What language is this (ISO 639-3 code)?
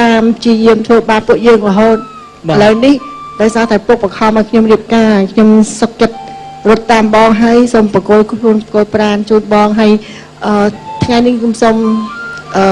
khm